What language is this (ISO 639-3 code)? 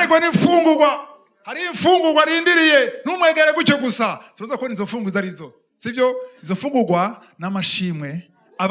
run